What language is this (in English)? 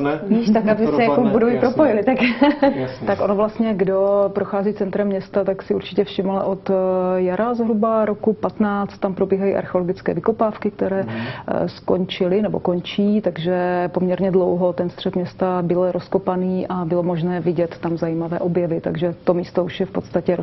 Czech